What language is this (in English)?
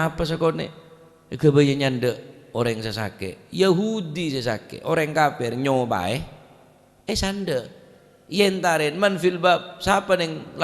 Madurese